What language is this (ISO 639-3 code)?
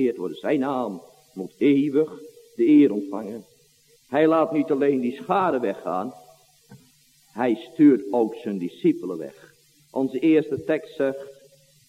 nld